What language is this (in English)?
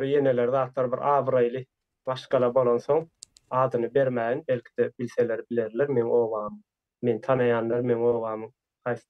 Turkmen